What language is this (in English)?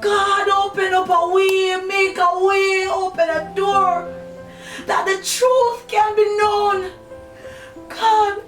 Jamaican Creole English